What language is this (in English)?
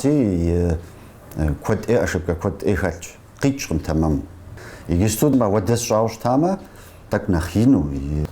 Kabardian